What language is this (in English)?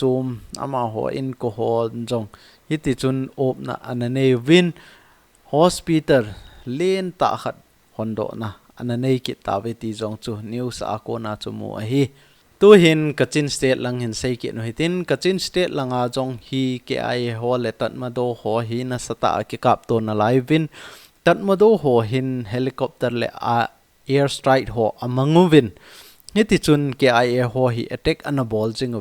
Thado Chin